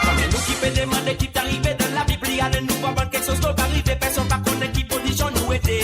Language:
Morisyen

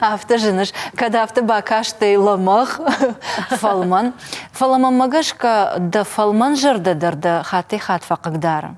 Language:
Ossetic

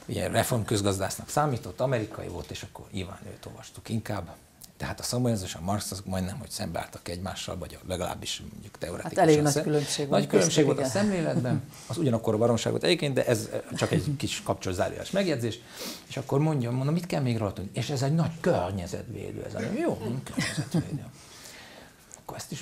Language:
Hungarian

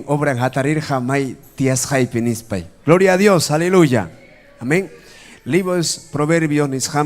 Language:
Ayacucho Quechua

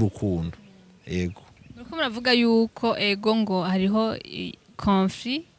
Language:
Rundi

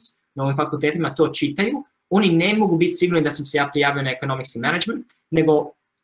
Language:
Croatian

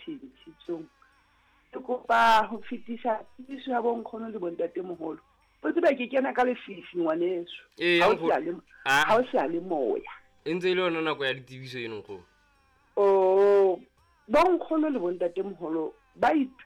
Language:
Southern Sotho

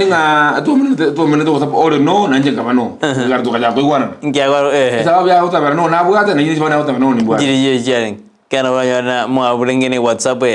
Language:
Gusii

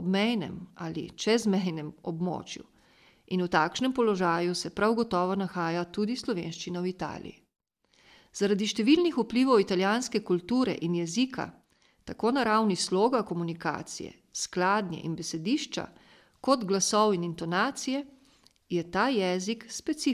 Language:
Slovenian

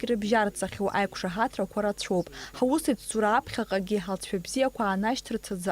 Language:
Abkhazian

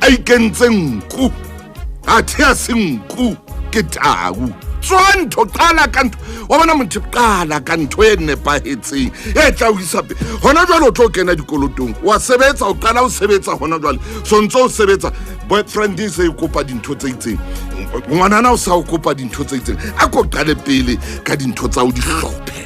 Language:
Southern Sotho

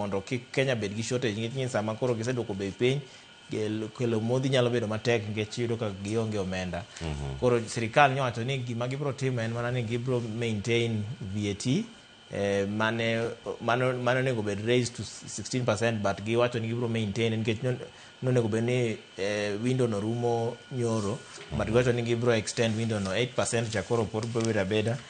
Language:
Luo (Kenya and Tanzania)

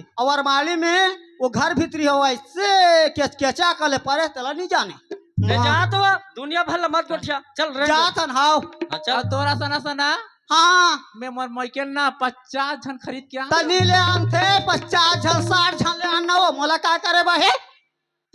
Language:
Chhattisgarhi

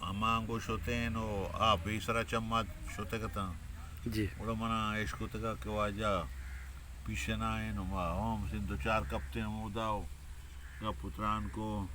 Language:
Eastern Balochi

